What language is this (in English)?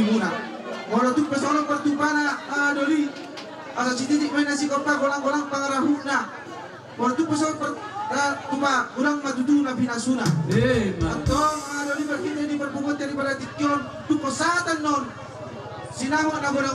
Batak Toba